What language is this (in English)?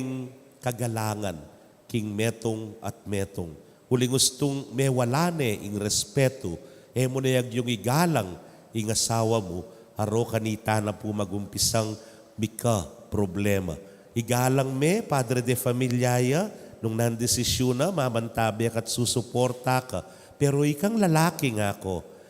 Pampanga